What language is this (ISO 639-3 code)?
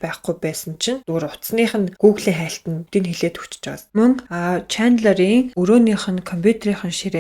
mon